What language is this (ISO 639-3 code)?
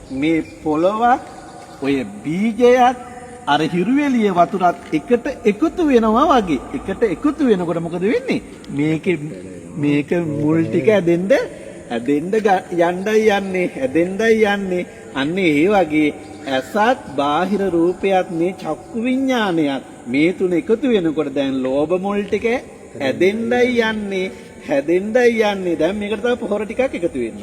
sin